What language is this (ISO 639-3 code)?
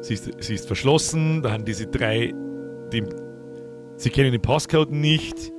bar